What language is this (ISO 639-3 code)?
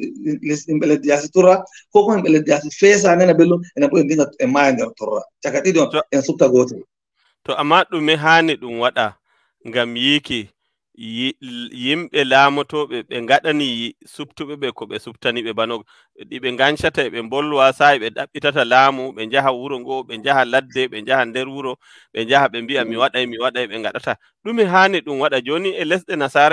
ful